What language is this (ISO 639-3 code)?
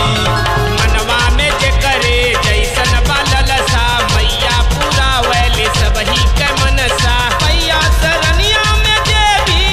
bho